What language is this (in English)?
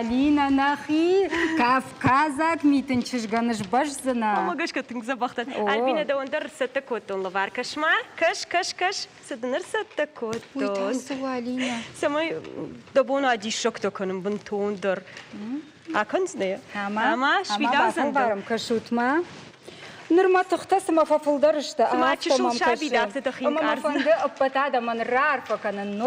Ossetic